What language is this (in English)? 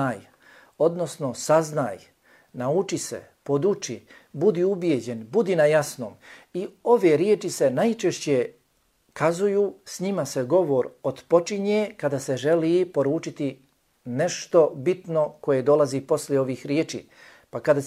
Bosnian